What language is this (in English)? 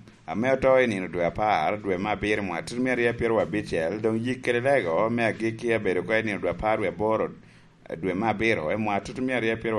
Lango (Uganda)